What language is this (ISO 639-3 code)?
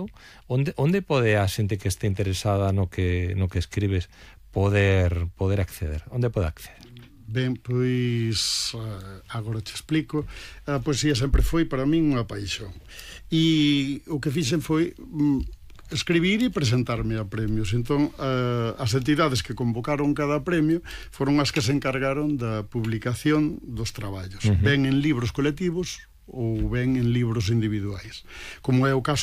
glg